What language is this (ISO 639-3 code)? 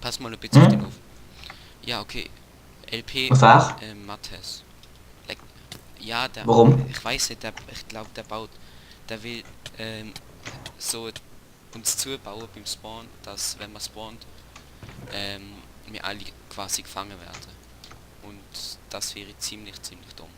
gsw